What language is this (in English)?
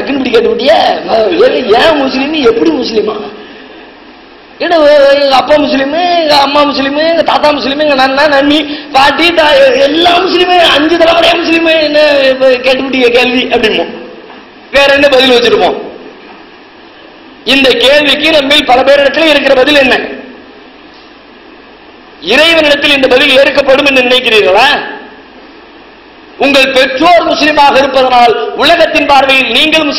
Tamil